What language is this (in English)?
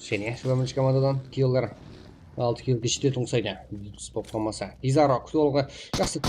Kara-Kalpak